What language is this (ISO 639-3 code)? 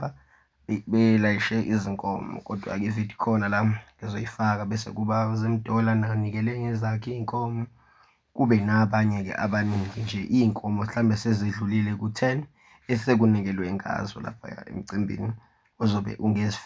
zul